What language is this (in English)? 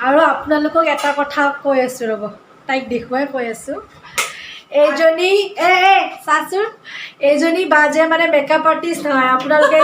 Assamese